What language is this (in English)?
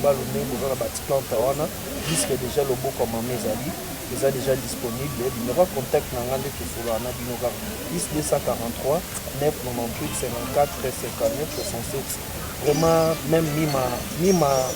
Lingala